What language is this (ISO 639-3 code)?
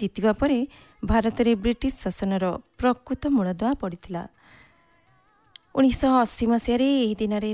ori